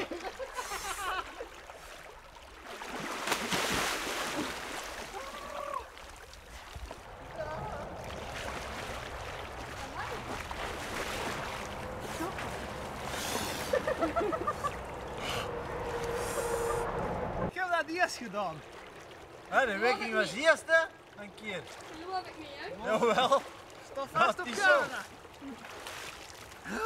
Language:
Dutch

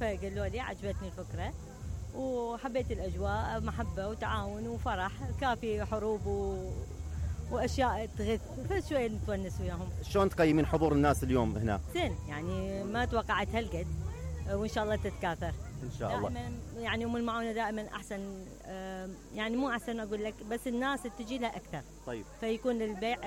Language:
Mesopotamian Arabic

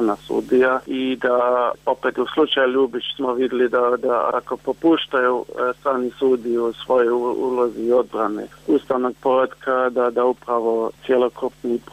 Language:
Bosnian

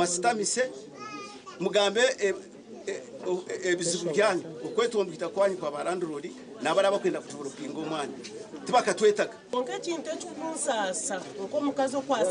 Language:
Nyankole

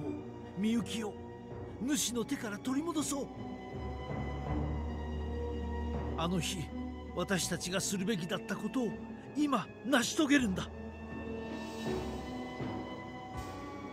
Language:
Japanese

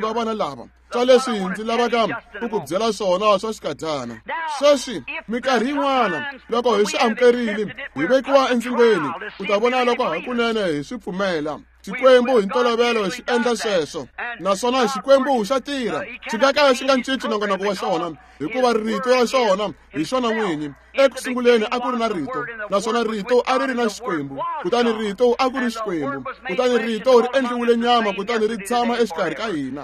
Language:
Tsonga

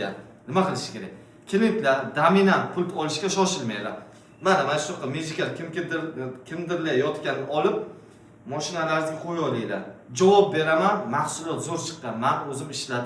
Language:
Uzbek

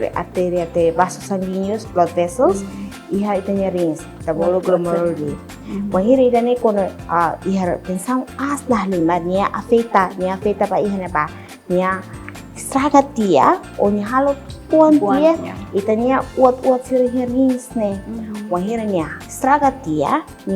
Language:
Tetum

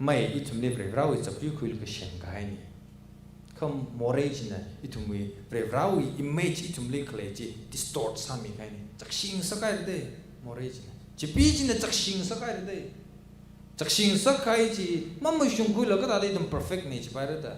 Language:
Tangkhul Naga (India)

